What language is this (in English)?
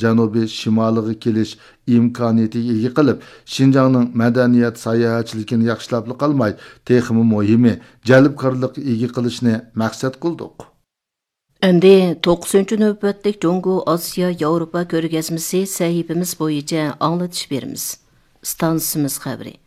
Uyghur